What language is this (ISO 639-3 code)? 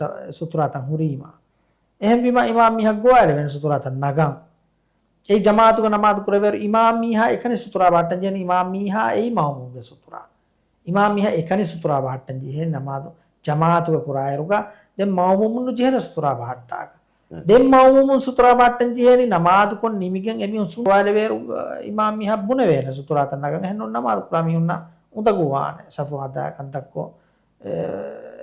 div